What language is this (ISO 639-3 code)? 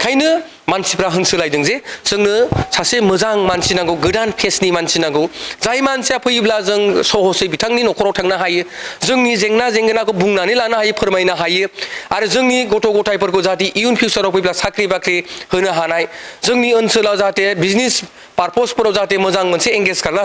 brx